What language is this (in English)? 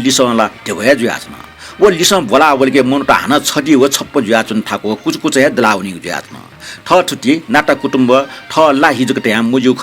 Newari